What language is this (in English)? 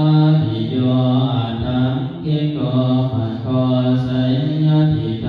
Pali